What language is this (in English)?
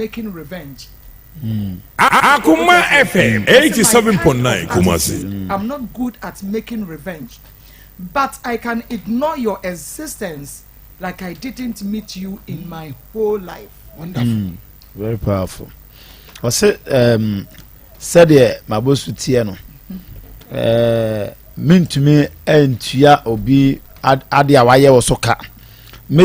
Akan